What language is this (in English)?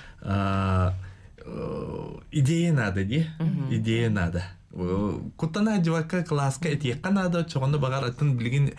Yakut